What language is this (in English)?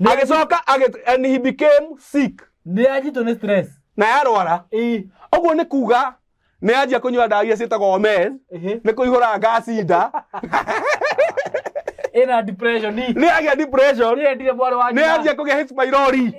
Kikuyu